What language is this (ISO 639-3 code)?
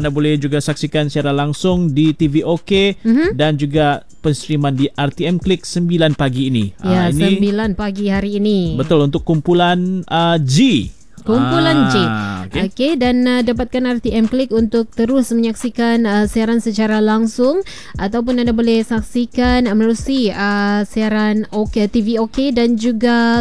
msa